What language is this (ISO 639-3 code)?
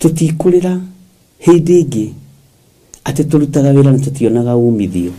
kik